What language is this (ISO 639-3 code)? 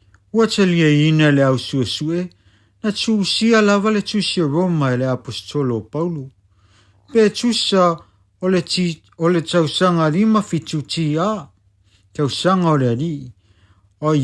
smo